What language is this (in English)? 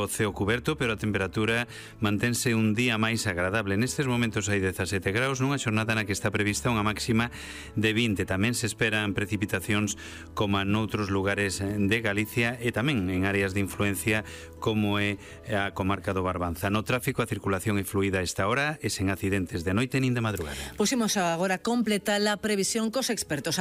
Galician